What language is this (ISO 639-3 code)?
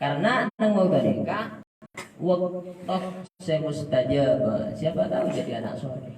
mad